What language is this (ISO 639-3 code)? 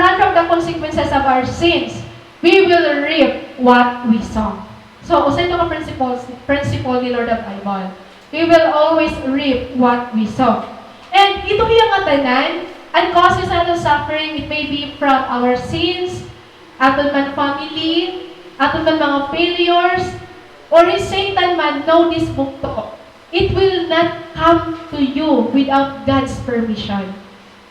war